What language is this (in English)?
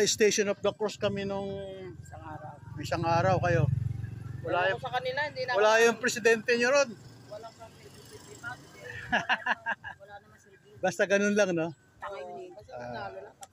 Filipino